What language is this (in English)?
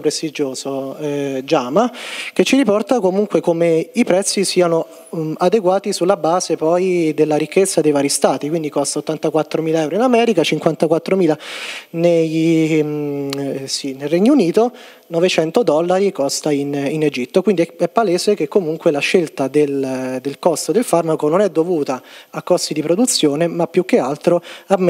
Italian